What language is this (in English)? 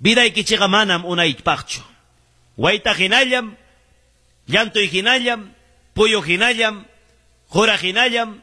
Quechua